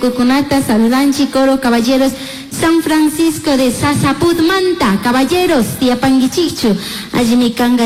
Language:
Chimborazo Highland Quichua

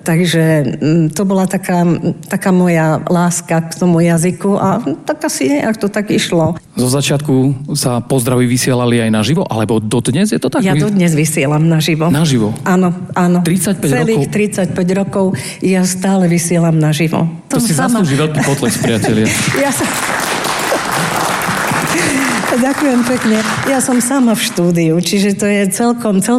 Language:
Slovak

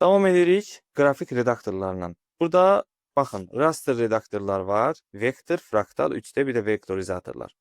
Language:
Azerbaijani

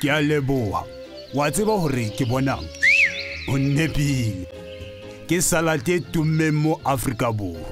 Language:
Southern Sotho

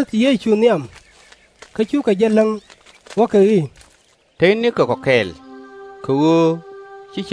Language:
Nuer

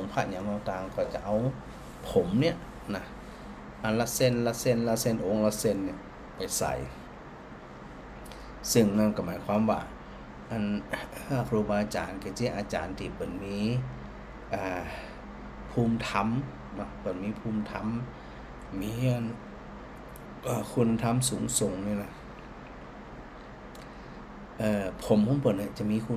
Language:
Thai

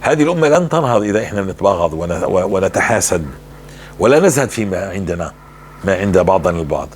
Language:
North Levantine Arabic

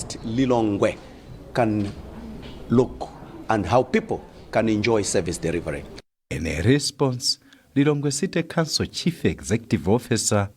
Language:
English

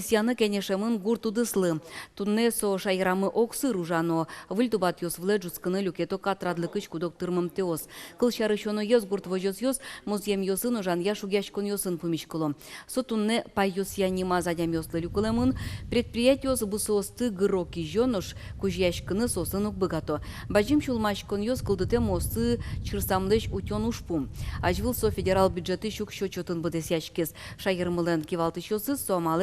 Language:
Udmurt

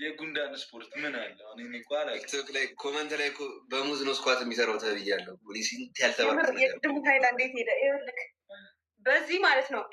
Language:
Amharic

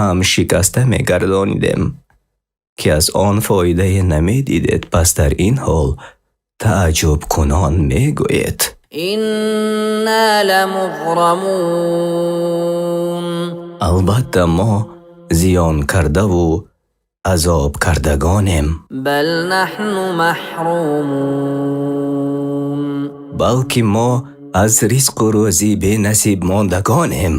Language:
Persian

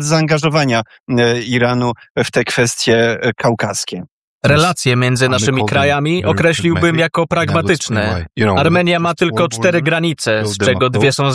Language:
Polish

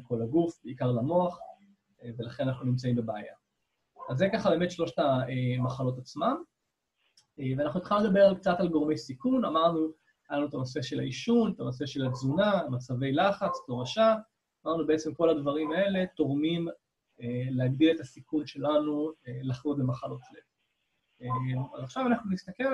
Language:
Hebrew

